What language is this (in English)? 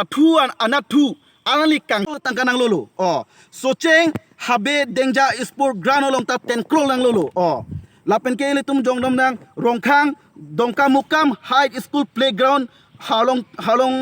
Karbi